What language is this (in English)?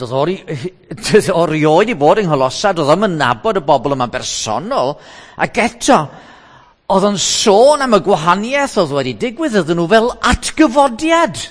Welsh